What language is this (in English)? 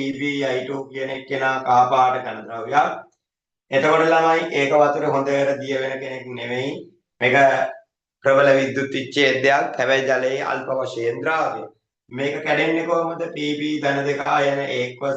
Sinhala